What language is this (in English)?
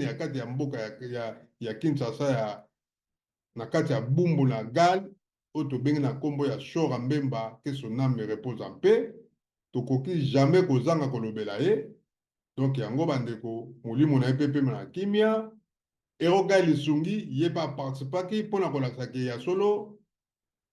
Lingala